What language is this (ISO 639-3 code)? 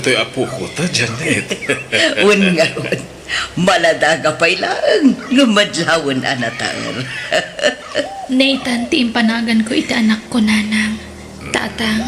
ilo